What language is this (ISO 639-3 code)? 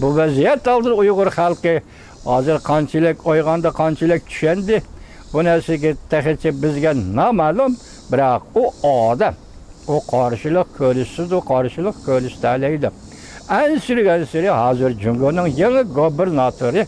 uig